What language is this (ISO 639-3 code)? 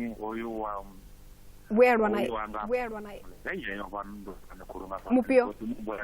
ven